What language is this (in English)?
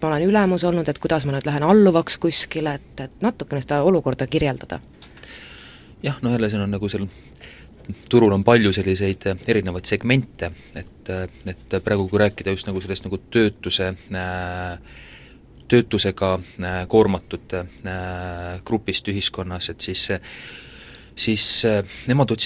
Estonian